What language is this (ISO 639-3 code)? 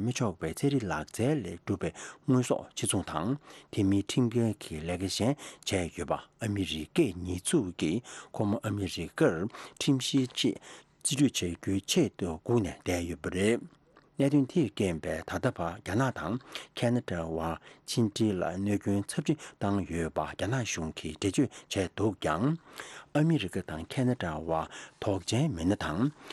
bod